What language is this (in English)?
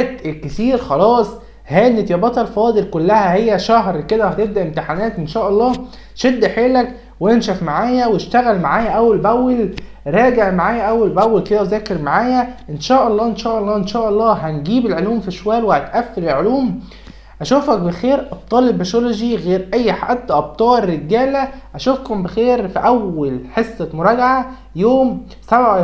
Egyptian Arabic